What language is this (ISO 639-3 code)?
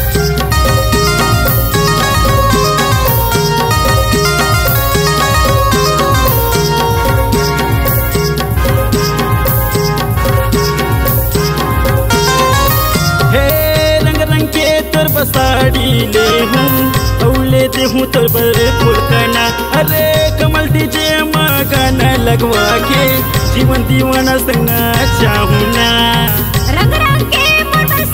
hne